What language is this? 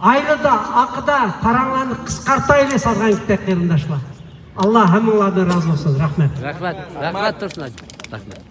Uyghur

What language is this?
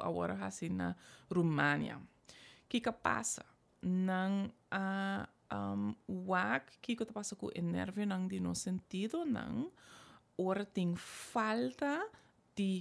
Papiamento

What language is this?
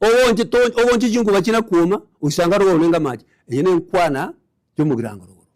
Gusii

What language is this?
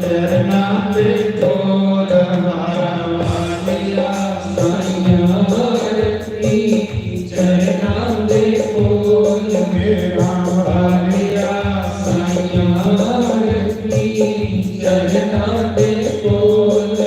Dogri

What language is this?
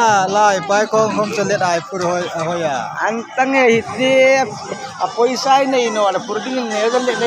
Hmar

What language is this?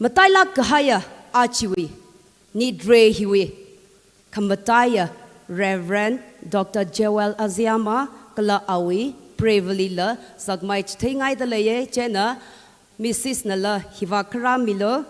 Tangkhul Naga (India)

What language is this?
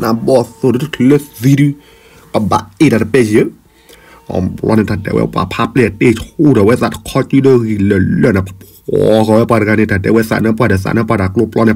S'gaw Karen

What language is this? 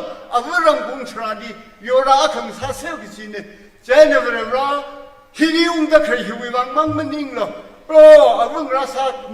Tangkhul Naga (India)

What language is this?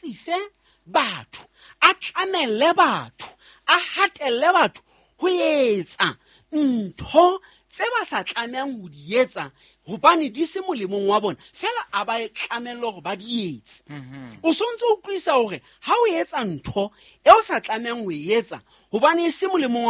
Southern Sotho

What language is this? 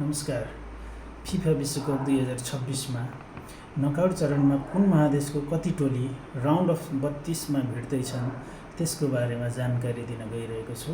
Nepali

